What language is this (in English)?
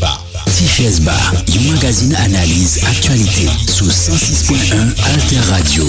Haitian Creole